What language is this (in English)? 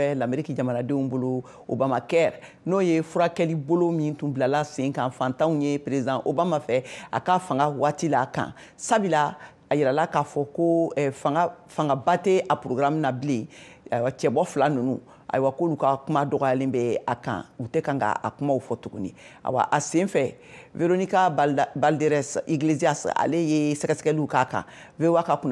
Bambara